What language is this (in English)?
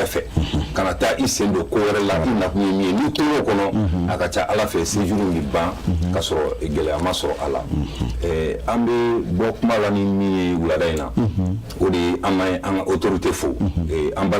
Bambara